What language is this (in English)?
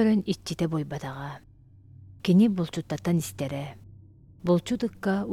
Yakut